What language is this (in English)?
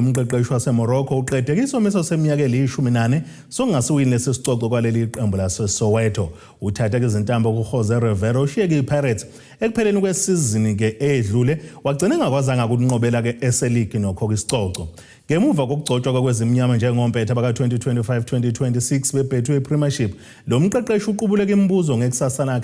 Zulu